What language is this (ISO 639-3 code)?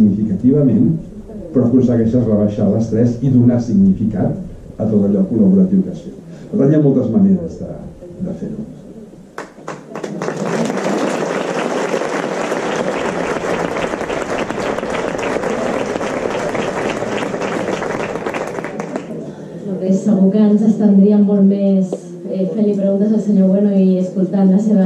cat